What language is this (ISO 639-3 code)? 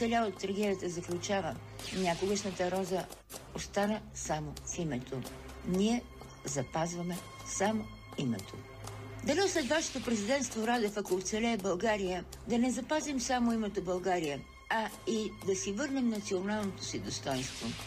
bul